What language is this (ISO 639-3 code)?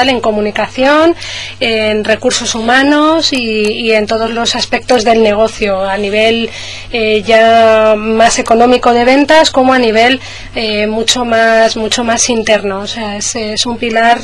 spa